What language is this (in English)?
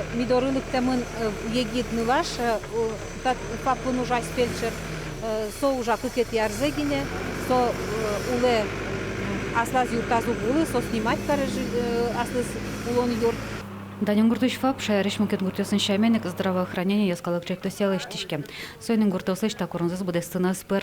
Udmurt